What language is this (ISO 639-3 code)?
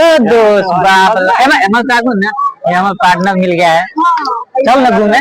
mai